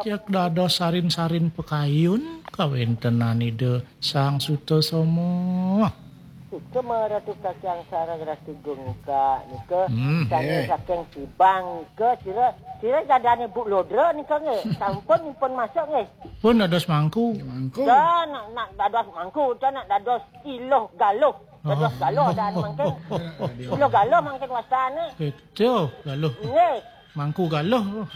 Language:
Balinese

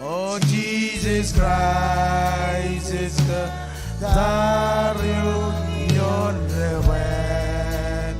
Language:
Marshallese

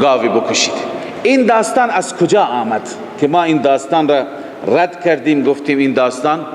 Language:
Persian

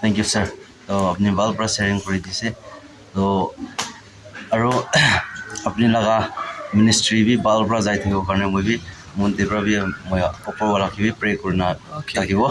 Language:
Naga Pidgin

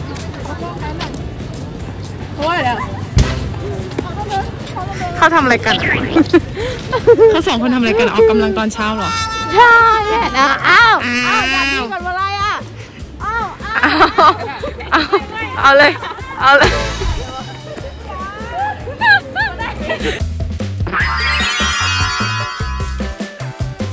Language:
Thai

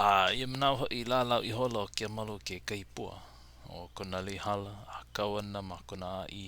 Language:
Hawaiian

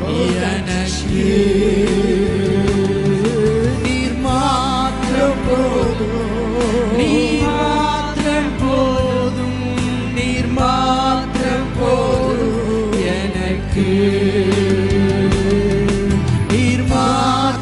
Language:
Tamil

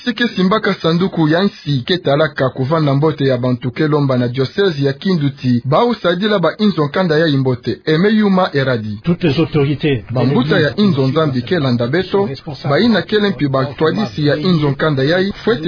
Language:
Kituba (Democratic Republic of Congo)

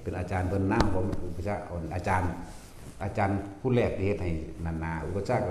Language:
Northeastern Thai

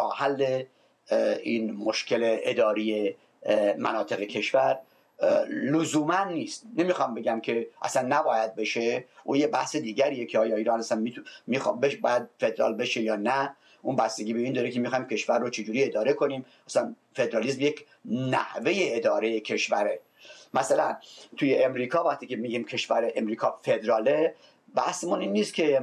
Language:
Persian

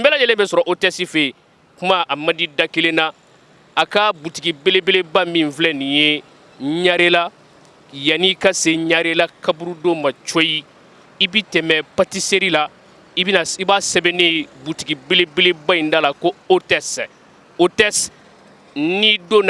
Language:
Bambara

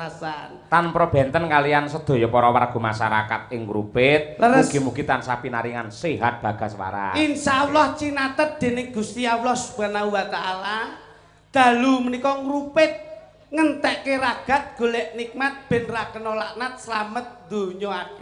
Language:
Javanese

